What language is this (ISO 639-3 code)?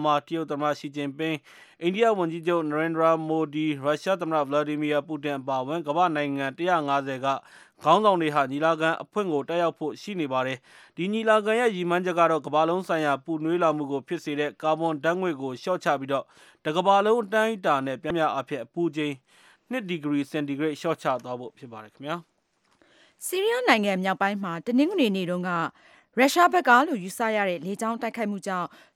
mya